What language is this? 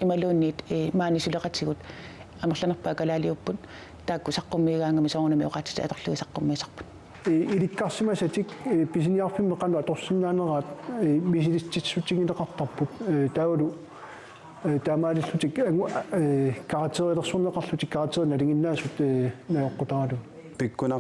Kalaallisut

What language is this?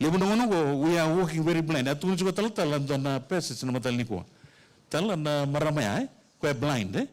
Fijian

